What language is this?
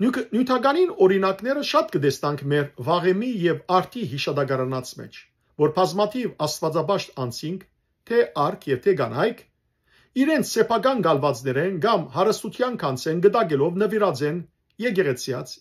Western Armenian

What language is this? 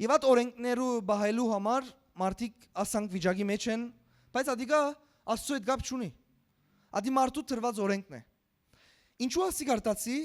Western Armenian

